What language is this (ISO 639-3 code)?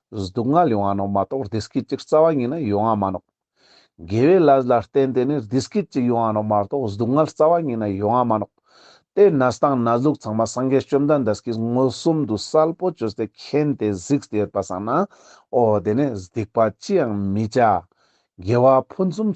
lbj